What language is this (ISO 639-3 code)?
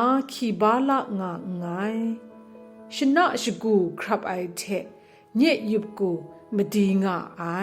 kac